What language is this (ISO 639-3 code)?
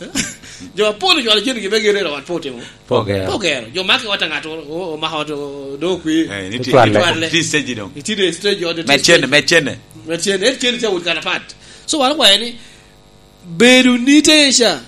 laj